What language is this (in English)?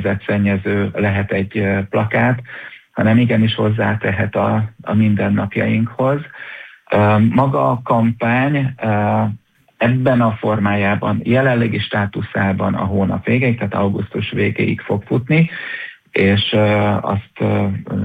Hungarian